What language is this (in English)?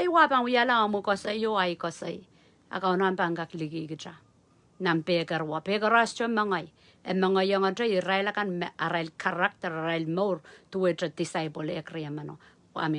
Pohnpeian